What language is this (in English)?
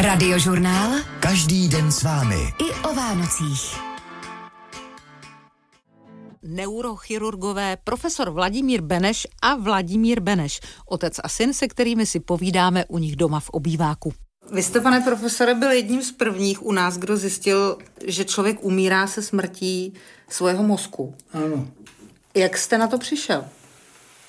Czech